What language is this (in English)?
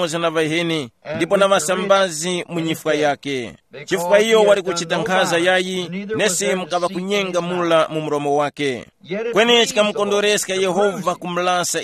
Tumbuka